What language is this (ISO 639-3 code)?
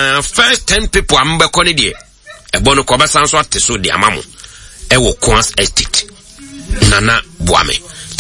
aka